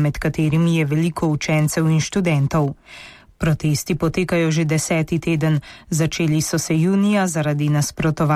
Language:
Slovenian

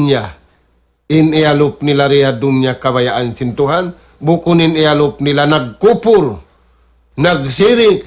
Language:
Tausug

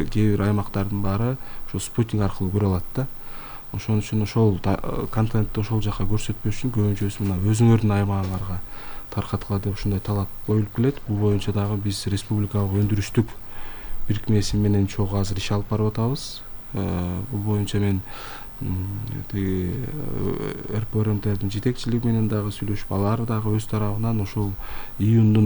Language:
Kyrgyz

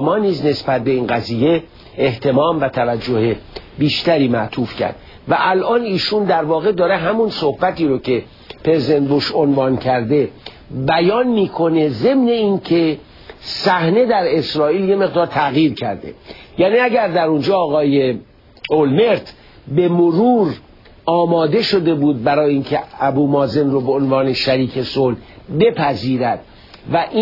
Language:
Persian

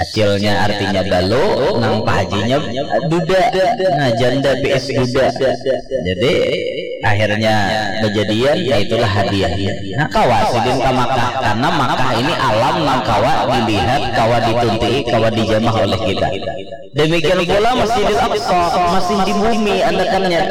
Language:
Banjar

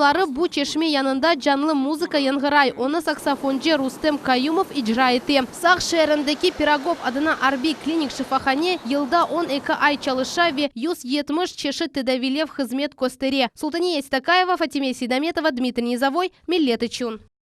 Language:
Crimean Tatar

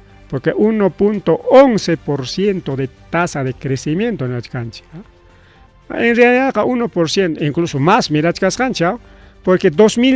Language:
Ayacucho Quechua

